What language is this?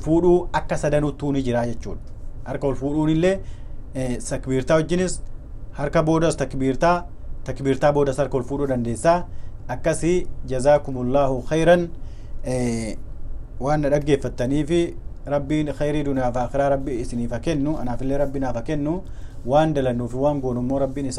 Oromo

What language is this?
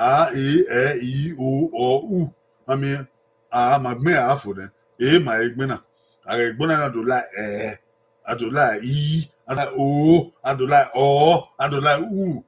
Bini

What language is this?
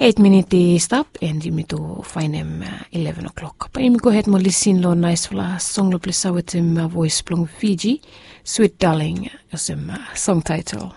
Bislama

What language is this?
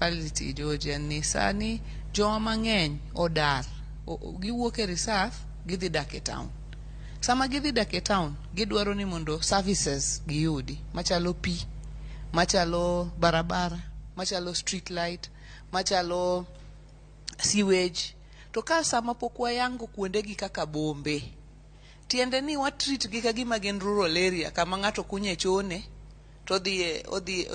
Luo (Kenya and Tanzania)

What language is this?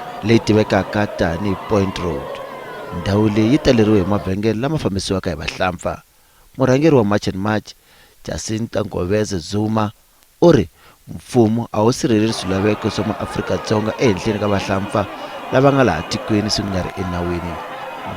Tsonga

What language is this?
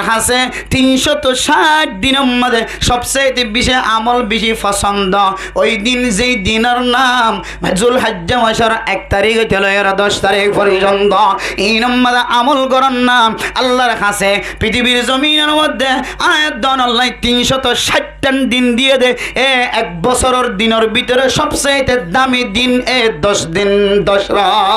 Rohingya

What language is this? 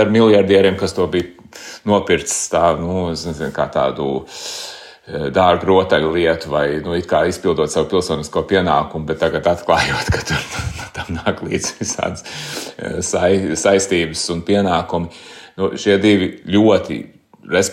Latvian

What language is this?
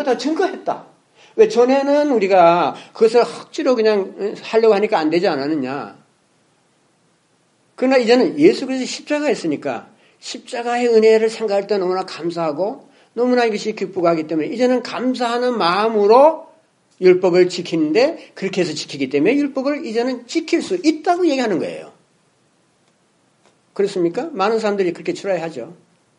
Korean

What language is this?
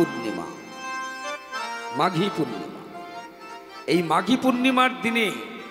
Bangla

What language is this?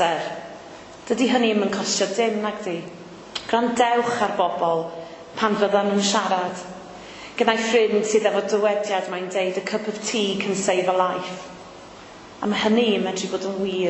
Welsh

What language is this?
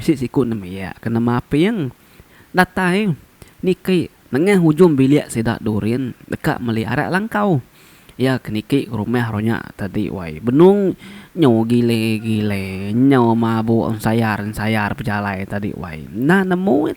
Iban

